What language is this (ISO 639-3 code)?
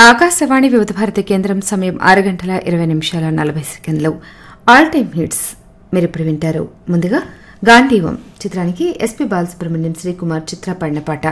tel